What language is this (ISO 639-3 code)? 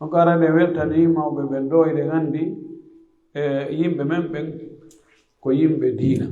fuf